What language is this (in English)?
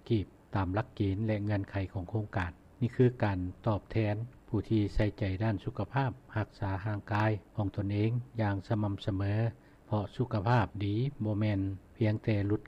Lao